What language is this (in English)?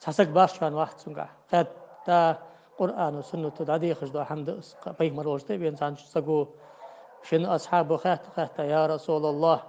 Ingush